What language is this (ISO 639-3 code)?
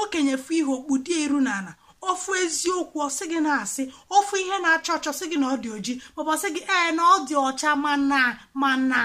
ibo